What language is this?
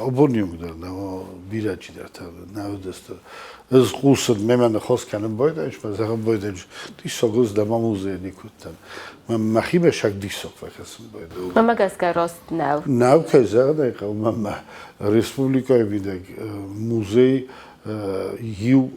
Ossetic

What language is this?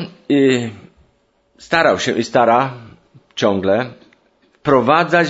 Polish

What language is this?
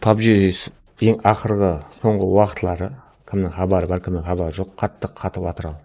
Kara-Kalpak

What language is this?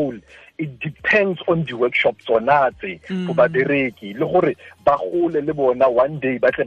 Tswana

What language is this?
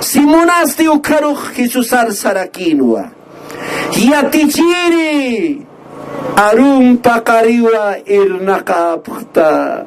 Aymara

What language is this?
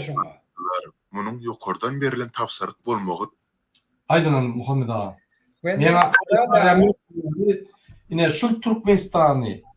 Turkmen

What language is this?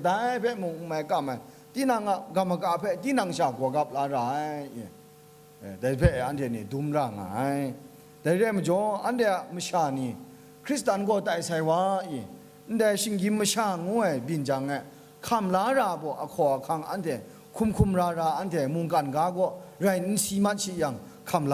Kachin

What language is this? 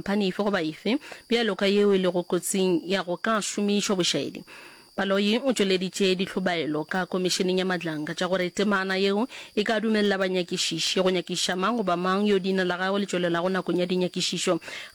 Northern Sotho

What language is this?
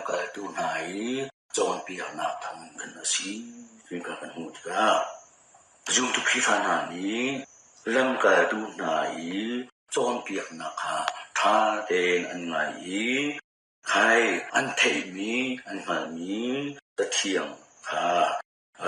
Hakha Chin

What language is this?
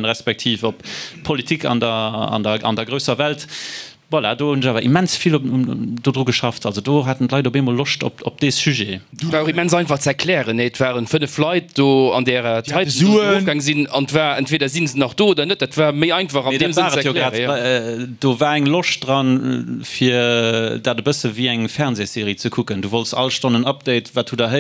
Luxembourgish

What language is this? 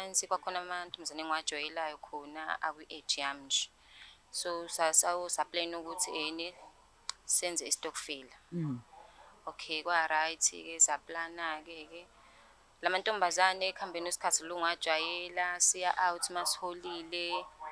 Zulu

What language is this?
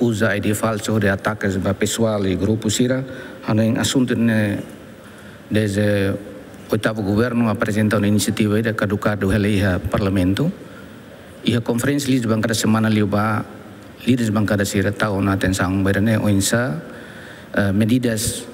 Tetum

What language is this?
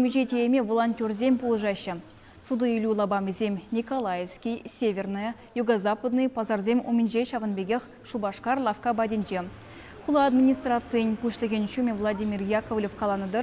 Chuvash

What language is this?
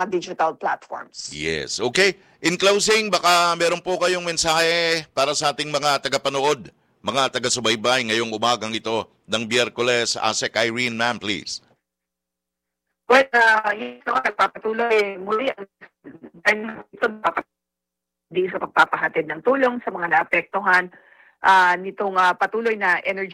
Filipino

